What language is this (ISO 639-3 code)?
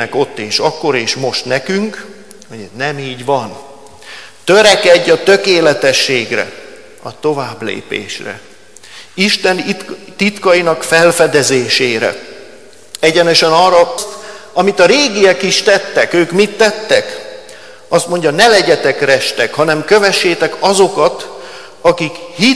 hun